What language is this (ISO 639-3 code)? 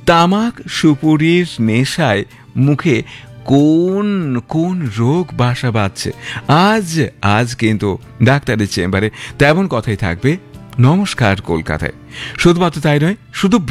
ben